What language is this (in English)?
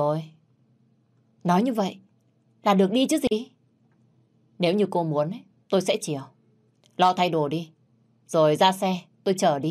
Vietnamese